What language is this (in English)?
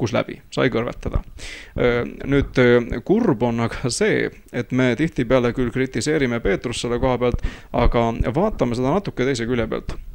Estonian